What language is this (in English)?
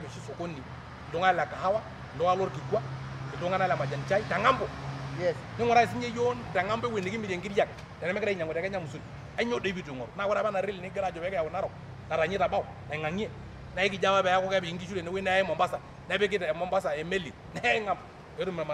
Masai